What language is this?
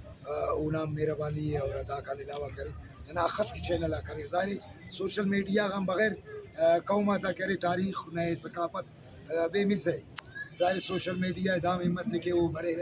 Brahui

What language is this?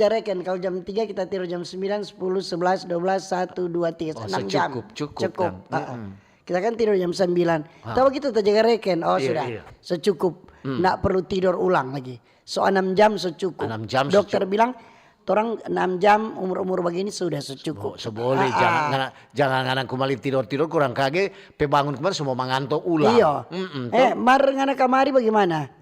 Manado Malay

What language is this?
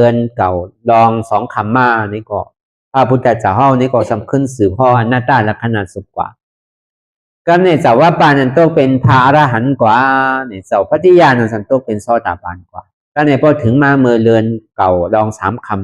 Shan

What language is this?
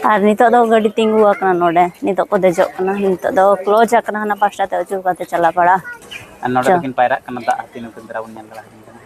Santali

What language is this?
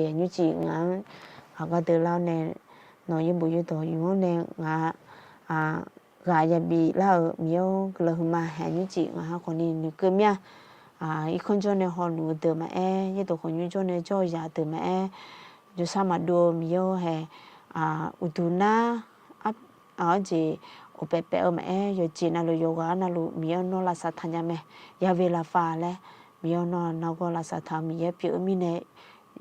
Akha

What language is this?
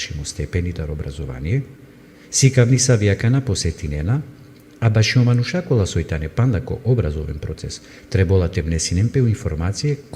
Balkan Romani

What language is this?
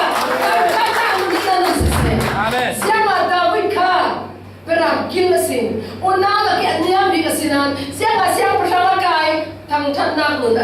Falam Chin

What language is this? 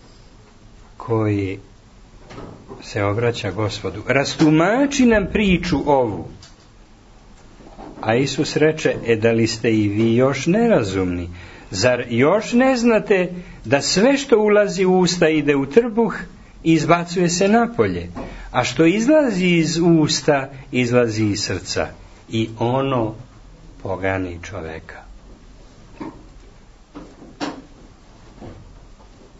Serbian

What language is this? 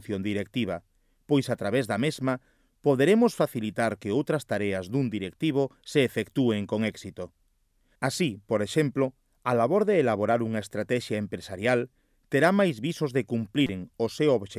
Galician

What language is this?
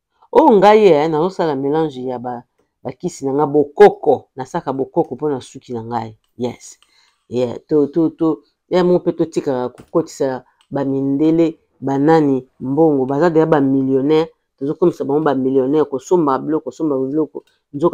Lingala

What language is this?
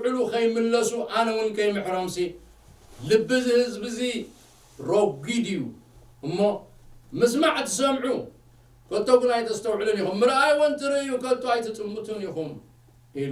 Tigrinya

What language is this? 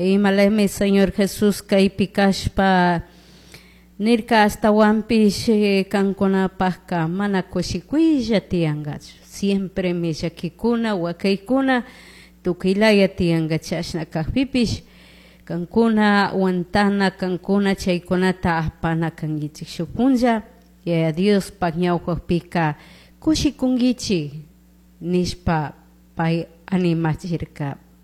Chimborazo Highland Quichua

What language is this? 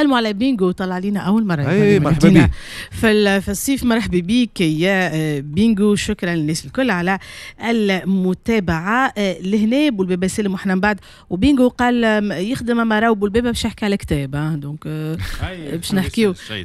Tunisian Arabic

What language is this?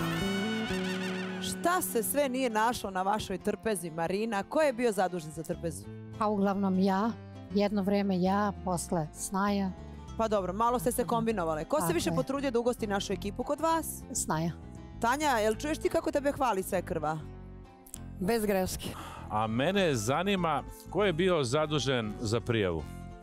Serbian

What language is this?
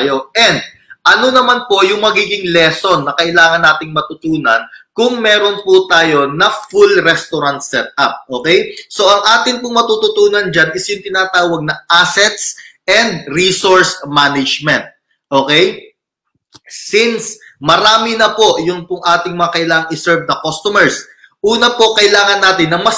Filipino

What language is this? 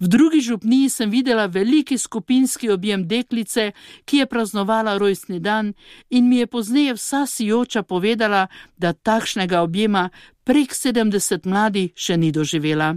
Slovenian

